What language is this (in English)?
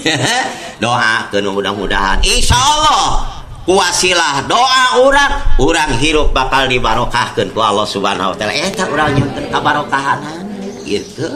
Sundanese